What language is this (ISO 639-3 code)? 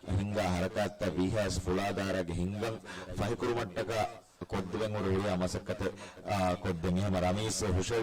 div